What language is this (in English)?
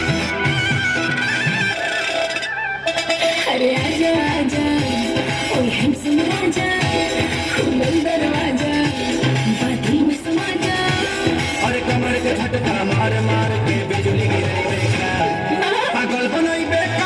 Bhojpuri